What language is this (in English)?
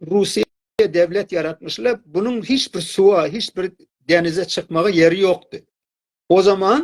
South Azerbaijani